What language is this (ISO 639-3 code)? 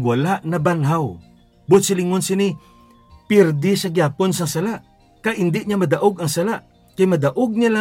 hil